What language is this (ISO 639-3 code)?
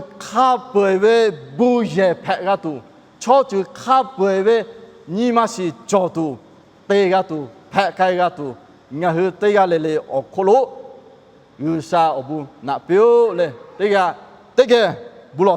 lhu